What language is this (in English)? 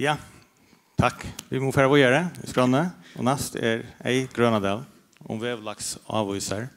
Faroese